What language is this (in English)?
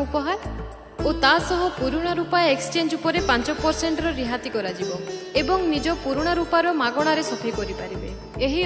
Odia